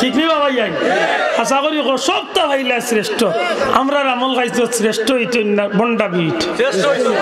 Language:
Sylheti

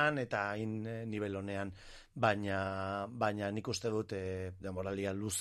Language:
Basque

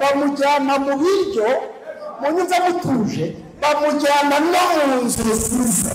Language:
Kinyarwanda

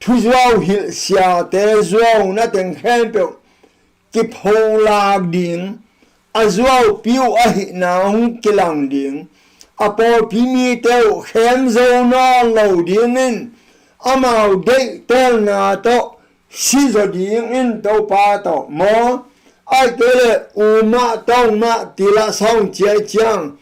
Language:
Tedim Chin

